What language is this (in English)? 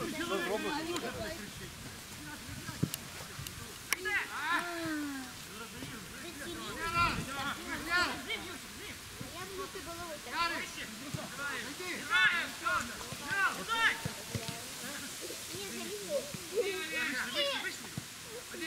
Ukrainian